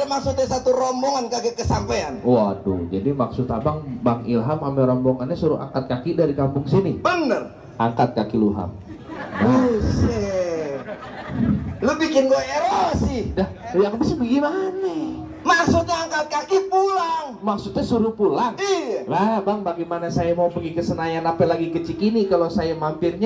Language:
Betawi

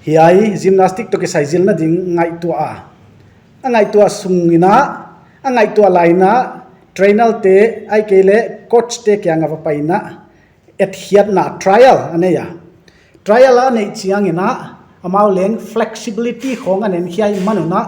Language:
Paite Chin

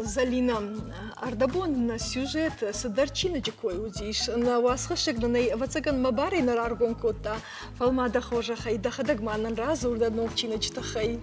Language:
Ossetic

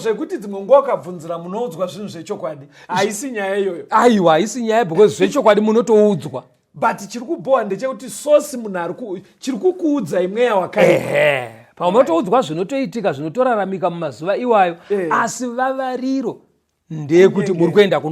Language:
Shona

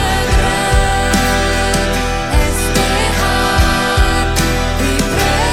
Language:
Plautdietsch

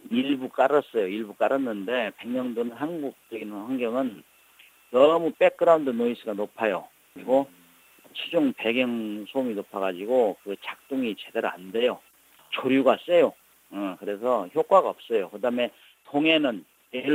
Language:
Korean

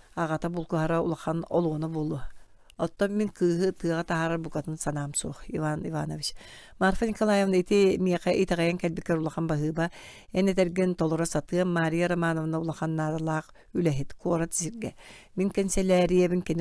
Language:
Yakut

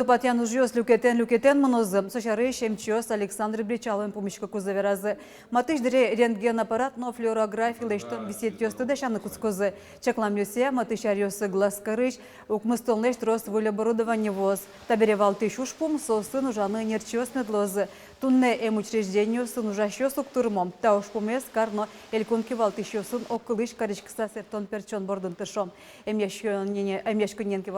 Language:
Udmurt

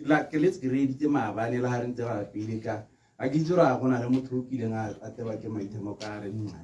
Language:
Tswana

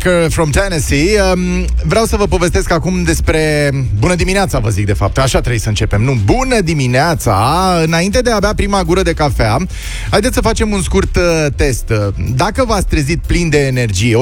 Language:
Romanian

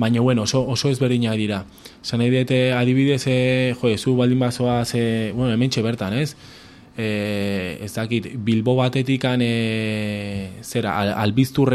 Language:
Basque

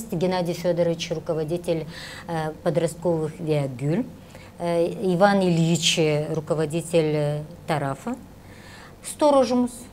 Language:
Gagauz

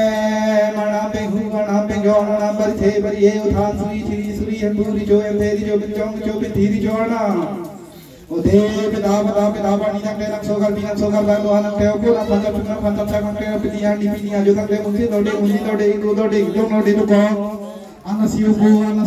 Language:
Karbi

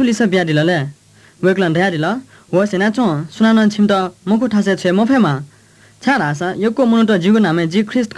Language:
Newari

